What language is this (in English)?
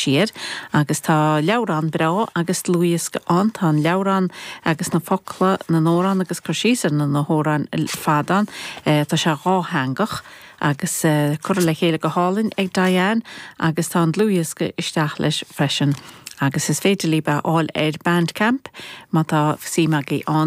Irish